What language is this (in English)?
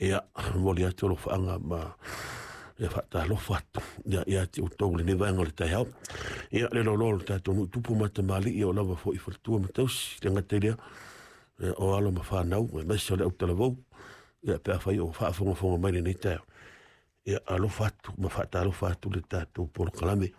Samoan